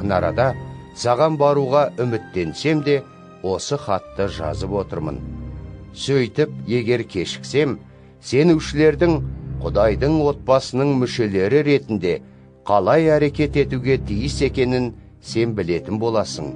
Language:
Kazakh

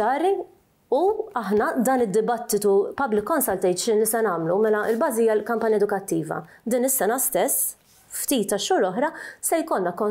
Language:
Maltese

